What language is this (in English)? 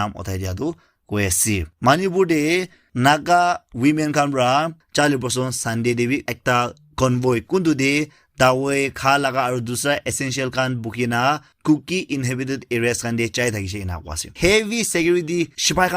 Naga Pidgin